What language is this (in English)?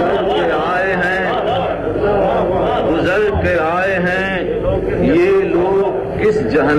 Urdu